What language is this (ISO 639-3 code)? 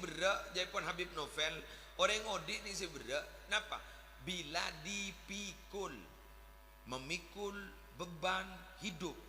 mad